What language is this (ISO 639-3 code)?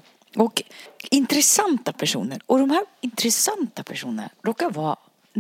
swe